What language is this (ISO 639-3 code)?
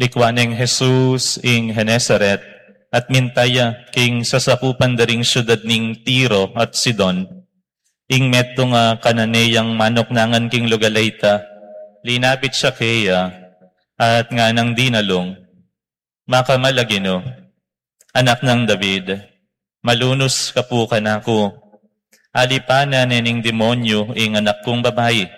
pam